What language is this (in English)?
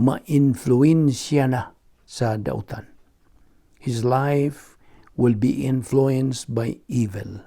Cebuano